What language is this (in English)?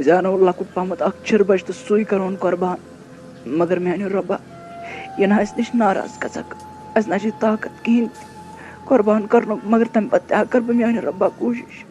Kashmiri